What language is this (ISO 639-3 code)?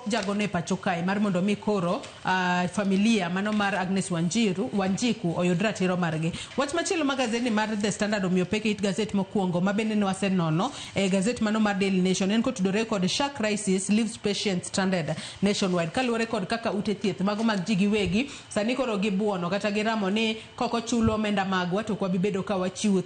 luo